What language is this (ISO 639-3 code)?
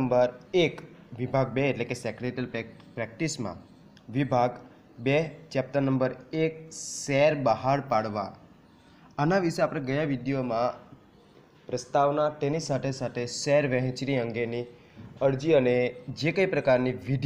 guj